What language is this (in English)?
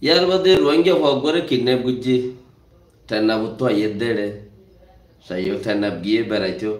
Rohingya